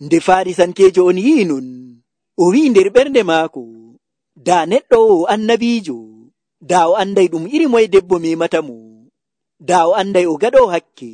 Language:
Nigerian Fulfulde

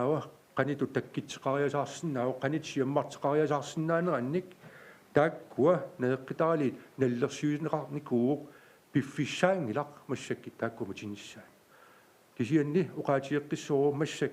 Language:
Kalaallisut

